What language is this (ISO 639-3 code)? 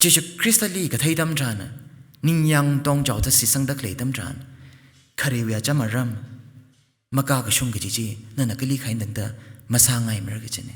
nmf